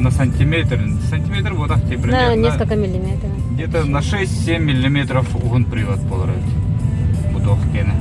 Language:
Yakut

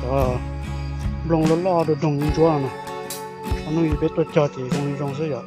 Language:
Hmong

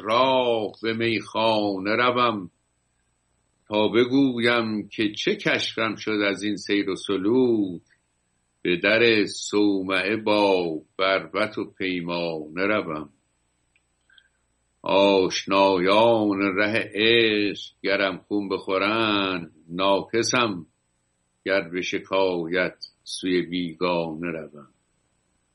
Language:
Persian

